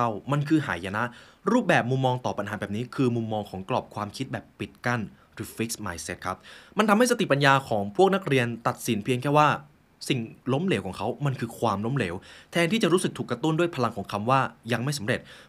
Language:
Thai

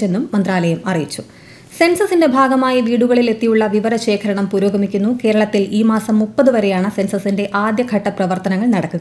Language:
Malayalam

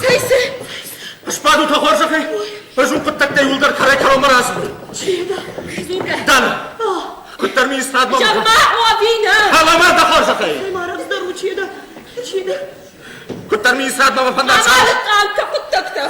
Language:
Ossetic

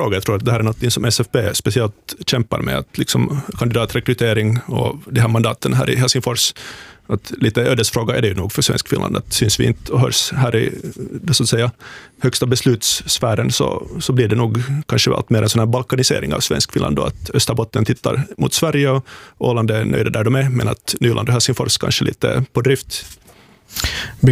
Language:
Swedish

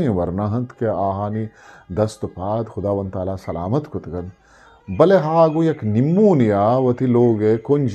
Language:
Eastern Balochi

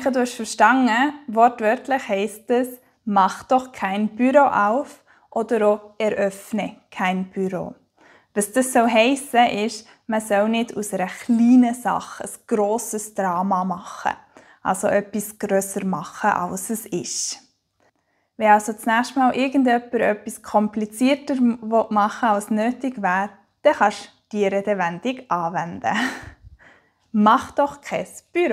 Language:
Swiss German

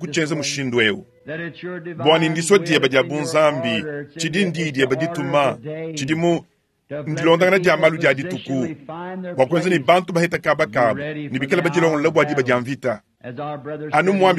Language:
Luba-Lulua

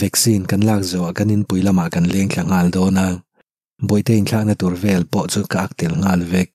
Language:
Mizo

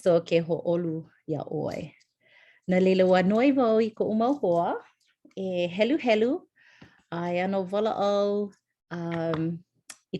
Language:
Hawaiian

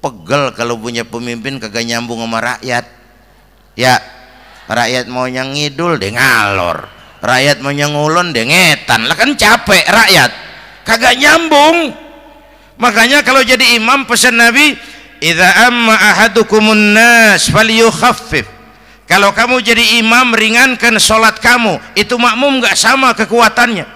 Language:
Betawi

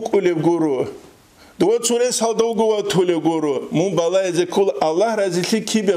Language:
Avaric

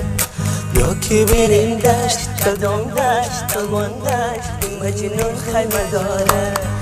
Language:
Tajik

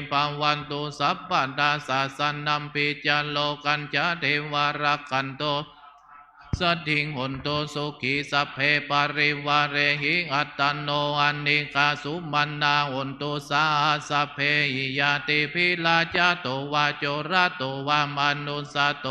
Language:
Pali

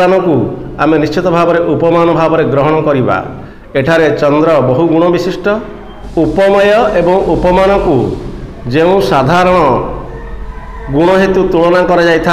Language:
Odia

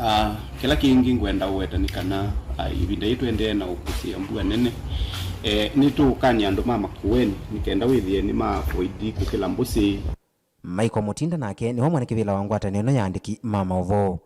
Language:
Kamba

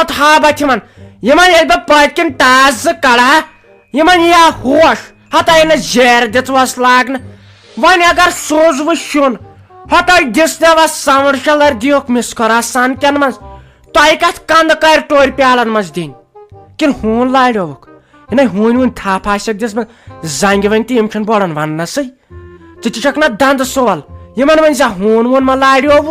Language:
Kashmiri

